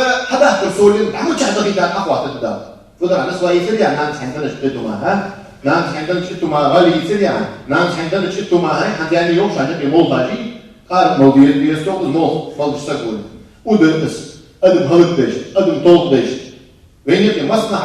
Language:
Ingush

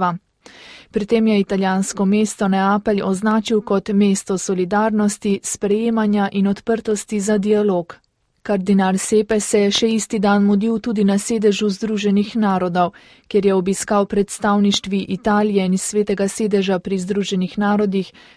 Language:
Slovenian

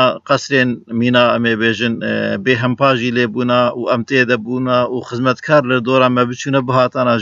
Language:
Kurdish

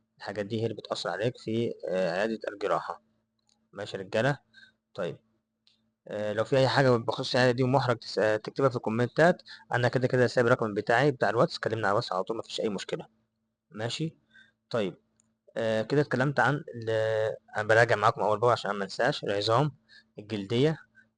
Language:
Egyptian Arabic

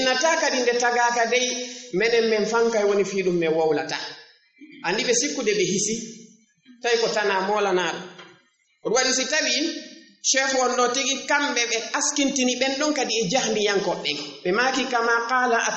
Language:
Fula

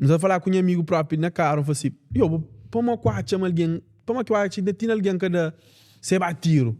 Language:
Kabuverdianu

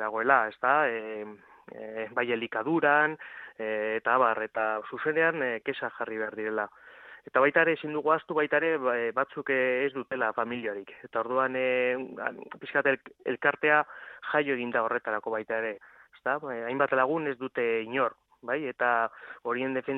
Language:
Basque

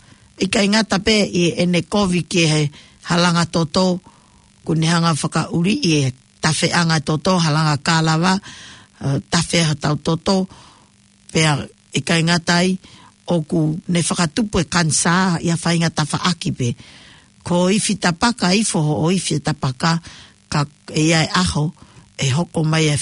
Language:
Tongan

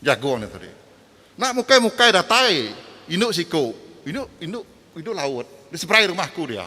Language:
Iban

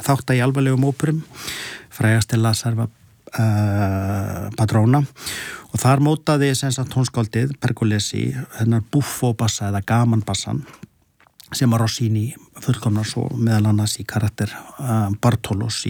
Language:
Icelandic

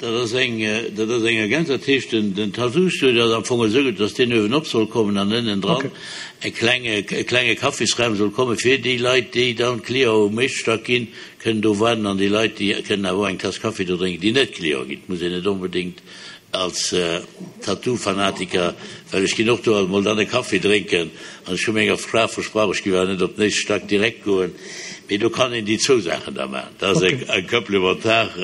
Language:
Luxembourgish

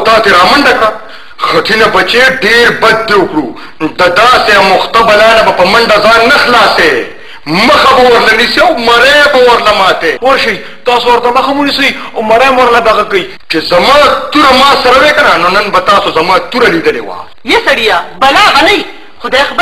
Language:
Pashto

